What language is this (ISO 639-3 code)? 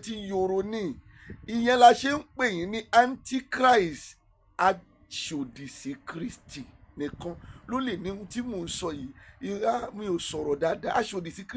yor